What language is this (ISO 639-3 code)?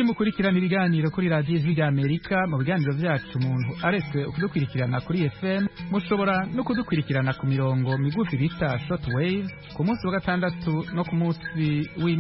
kin